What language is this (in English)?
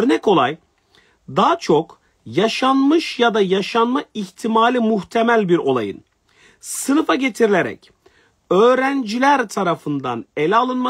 Turkish